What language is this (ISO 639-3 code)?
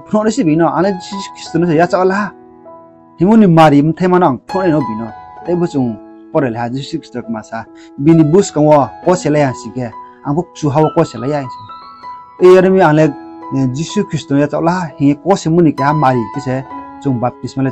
ria